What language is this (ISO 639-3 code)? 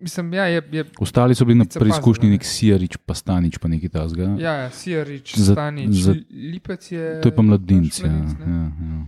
slv